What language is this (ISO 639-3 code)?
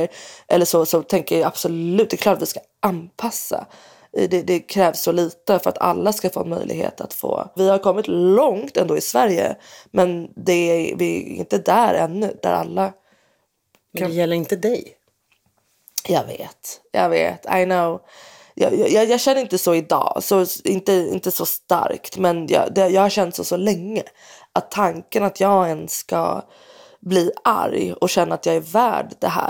swe